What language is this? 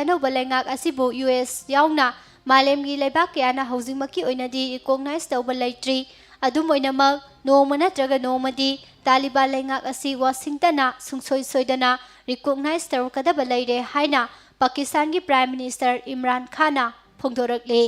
Manipuri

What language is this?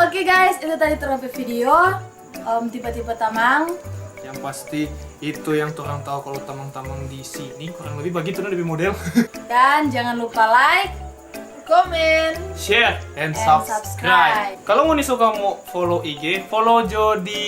Manado Malay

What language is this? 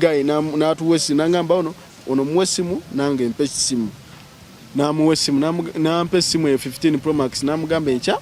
Ganda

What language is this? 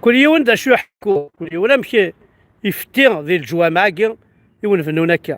Kabyle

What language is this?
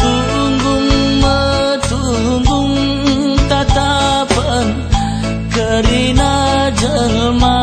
Batak Karo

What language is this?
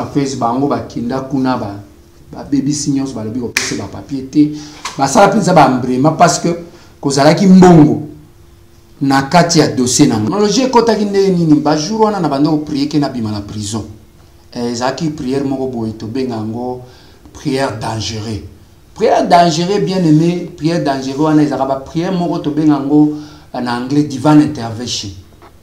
Lingala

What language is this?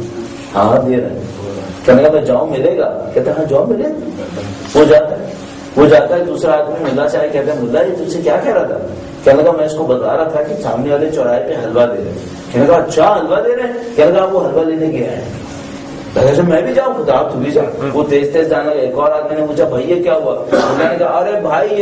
Urdu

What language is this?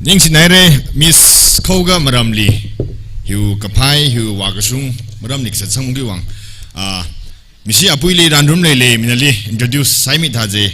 Tangkhul Naga (India)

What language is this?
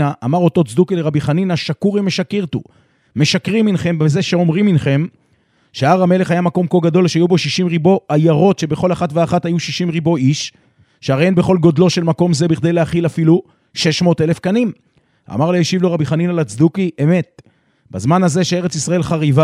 Hebrew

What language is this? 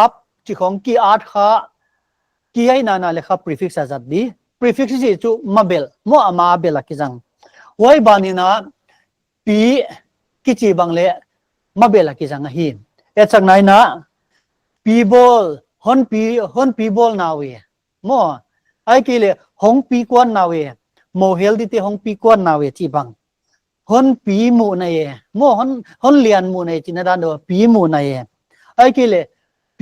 Paite Chin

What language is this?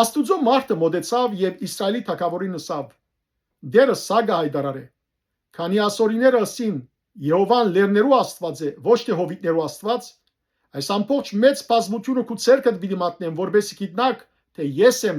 Western Armenian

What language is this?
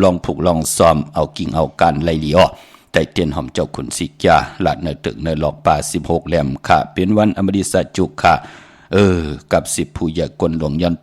Shan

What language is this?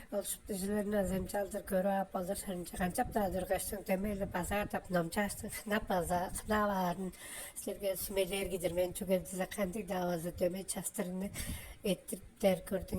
Tuvinian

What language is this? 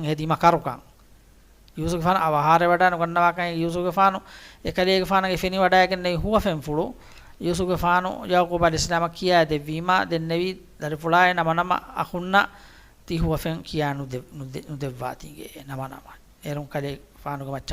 Divehi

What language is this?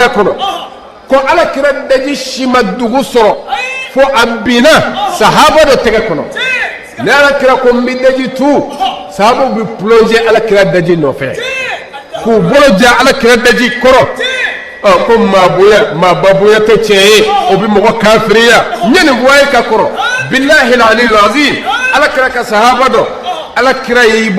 Bambara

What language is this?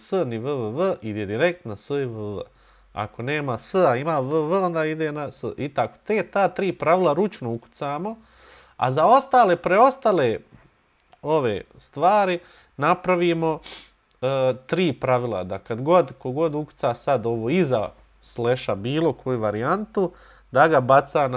Bosnian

